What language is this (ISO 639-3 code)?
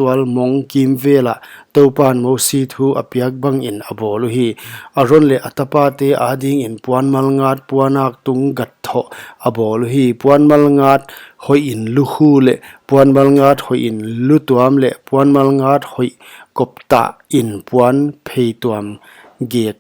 pck